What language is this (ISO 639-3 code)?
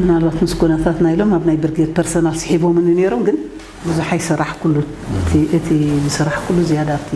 tir